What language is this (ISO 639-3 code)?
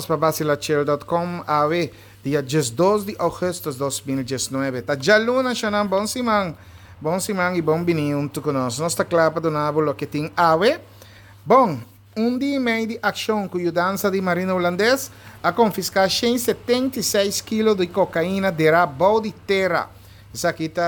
pap